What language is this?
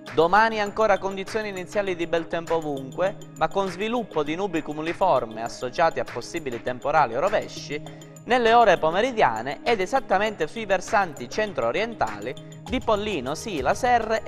Italian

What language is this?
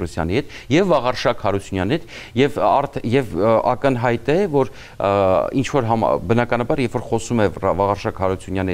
Armenian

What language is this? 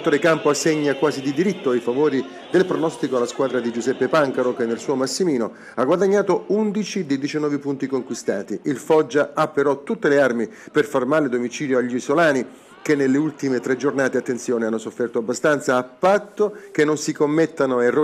Italian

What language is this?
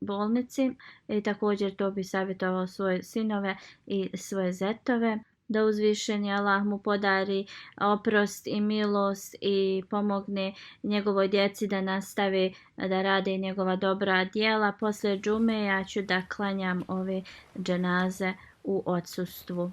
Bosnian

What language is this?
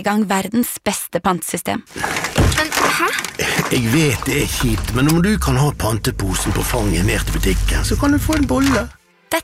Norwegian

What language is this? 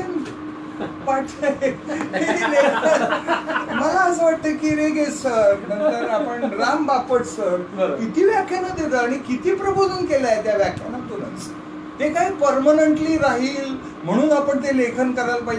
Marathi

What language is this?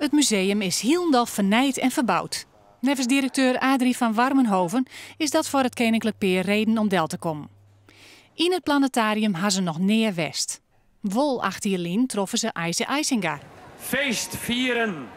Western Frisian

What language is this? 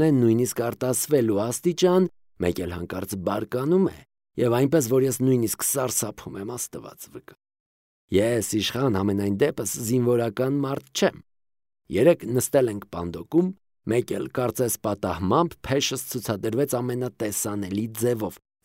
Armenian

